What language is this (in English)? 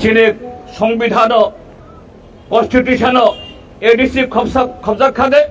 Kok Borok